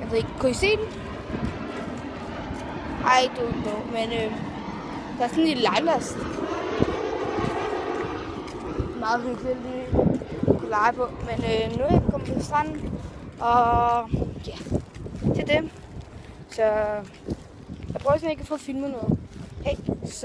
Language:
Danish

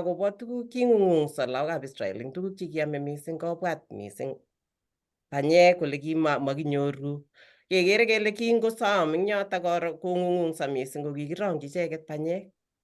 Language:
Kalenjin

